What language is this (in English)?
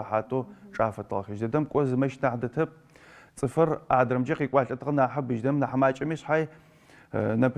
Adyghe